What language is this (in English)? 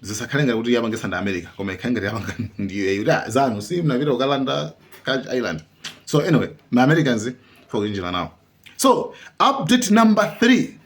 Nyanja